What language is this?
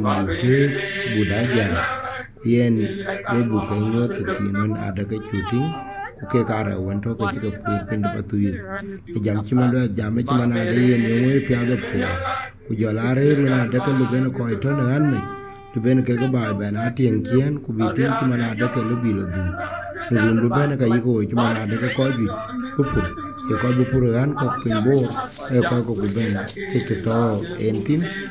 Dinka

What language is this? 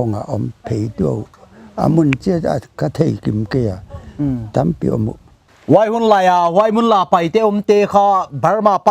Paite Chin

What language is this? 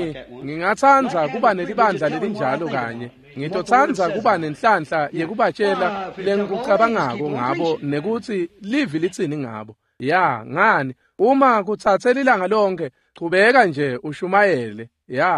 Swati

